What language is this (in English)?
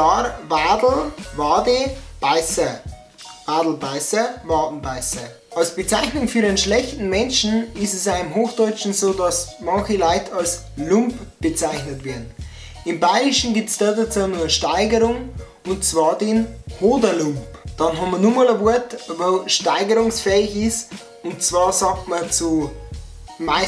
Bavarian